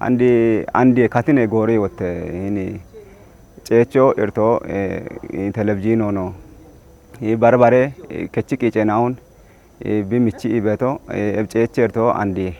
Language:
Kafa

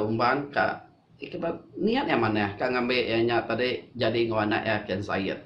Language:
Iban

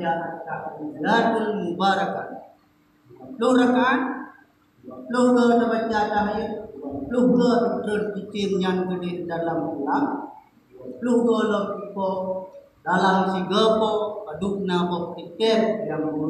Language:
Achinese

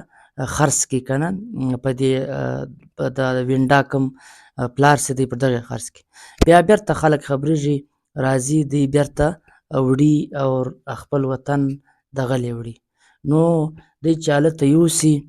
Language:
Pashto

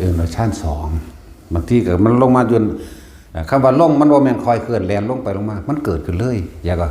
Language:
Lao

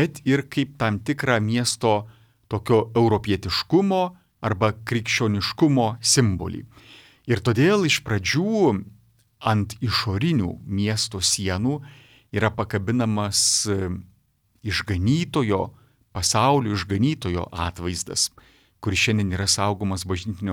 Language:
Lithuanian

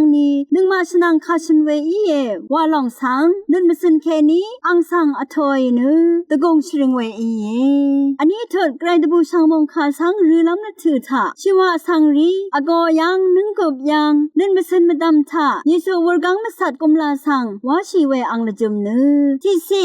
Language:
Rawang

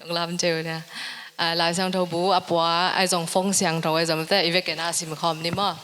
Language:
Tedim Chin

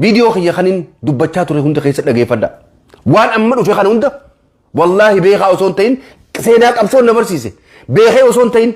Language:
Oromo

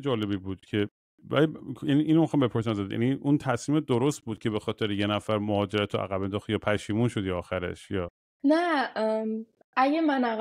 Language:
Persian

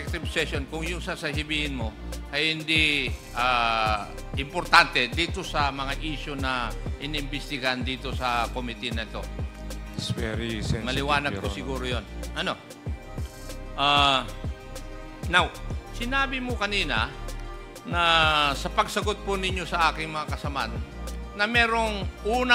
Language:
Filipino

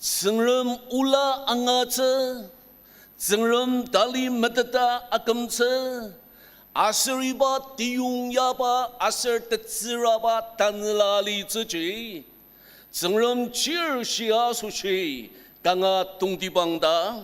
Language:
Ao Naga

